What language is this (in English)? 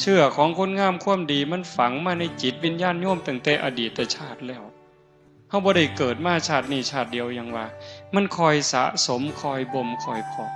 Northeastern Thai